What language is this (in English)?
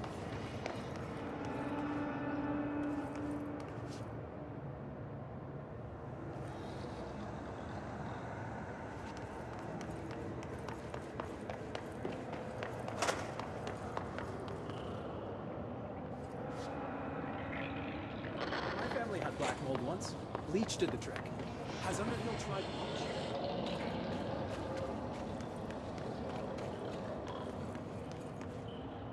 English